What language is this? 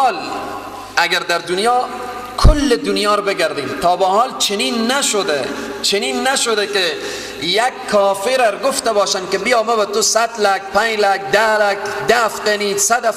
Persian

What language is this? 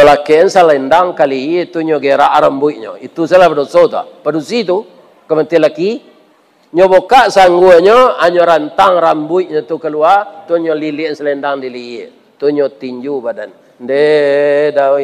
Minangkabau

